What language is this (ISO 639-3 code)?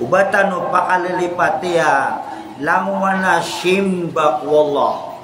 mrw